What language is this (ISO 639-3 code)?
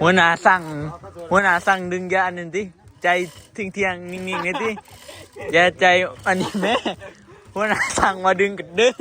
tts